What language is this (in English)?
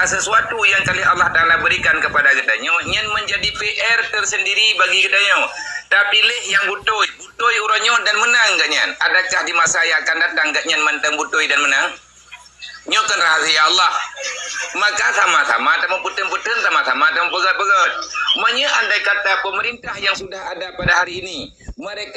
Achinese